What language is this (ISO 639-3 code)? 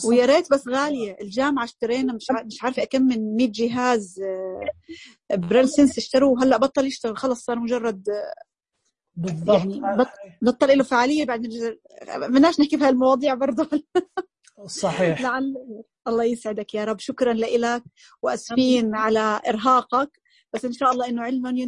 ars